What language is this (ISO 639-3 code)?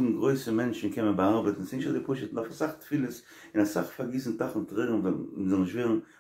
yid